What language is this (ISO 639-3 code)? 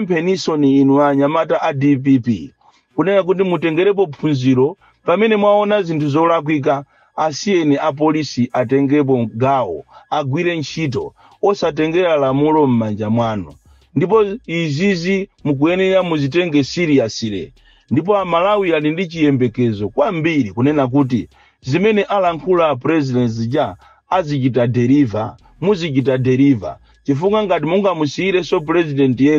nya